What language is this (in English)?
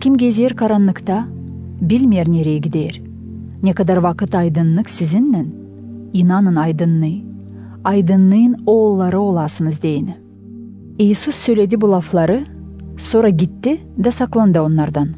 Gagauz